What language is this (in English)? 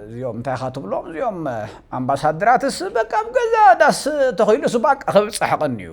Tigrinya